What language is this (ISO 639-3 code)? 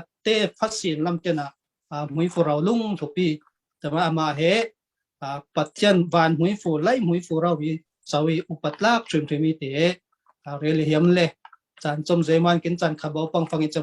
cfm